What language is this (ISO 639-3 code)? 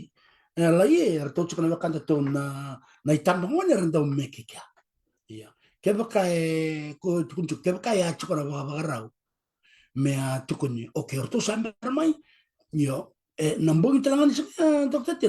fij